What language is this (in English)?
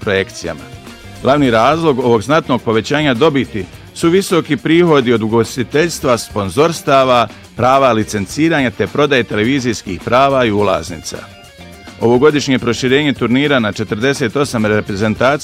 Bosnian